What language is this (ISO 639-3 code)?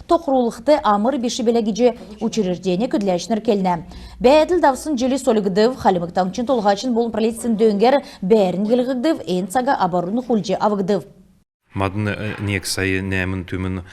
xal